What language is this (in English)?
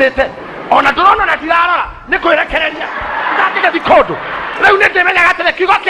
Kikuyu